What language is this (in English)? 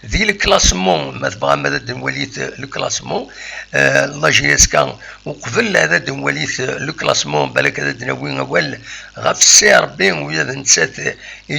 Kabyle